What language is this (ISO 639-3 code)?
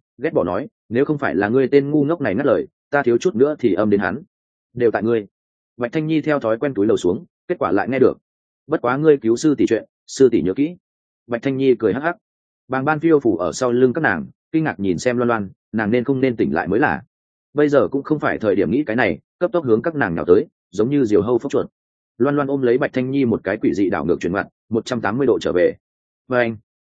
vie